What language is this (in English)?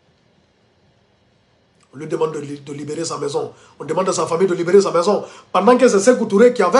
French